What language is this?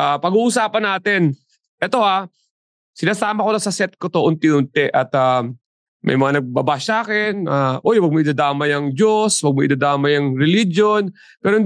Filipino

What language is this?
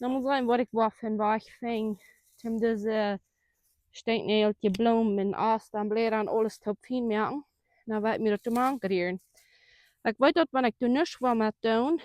Plautdietsch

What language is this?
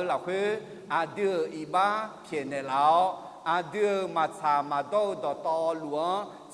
Akha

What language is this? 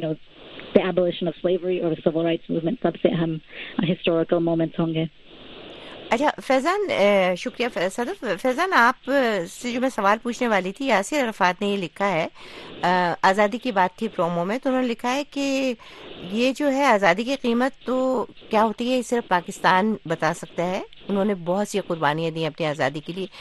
Urdu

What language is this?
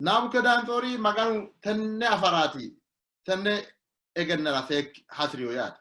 Sidamo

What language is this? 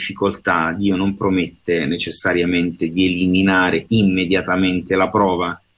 Italian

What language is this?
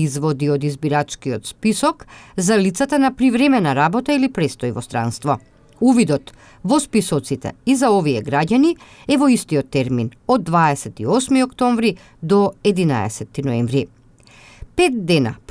Macedonian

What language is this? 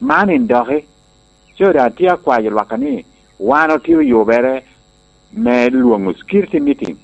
Lango (Uganda)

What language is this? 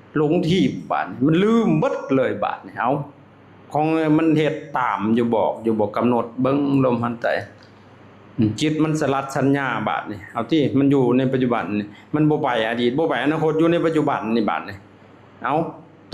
Lao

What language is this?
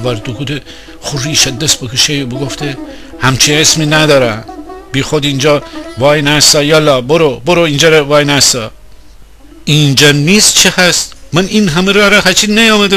Gilaki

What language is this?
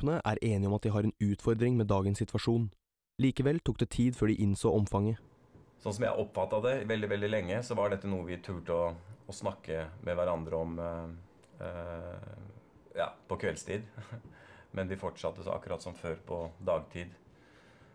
Norwegian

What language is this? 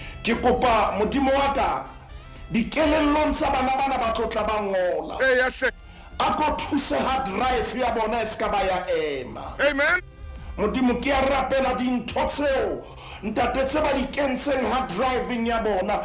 Southern Sotho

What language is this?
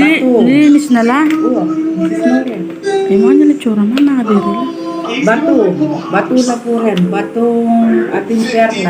Pampanga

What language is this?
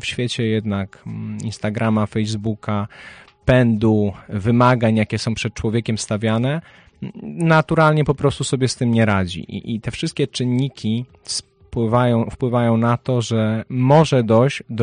Polish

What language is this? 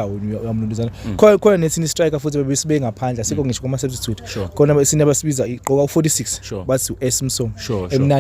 Zulu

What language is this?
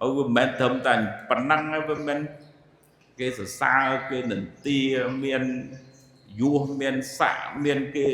Khmer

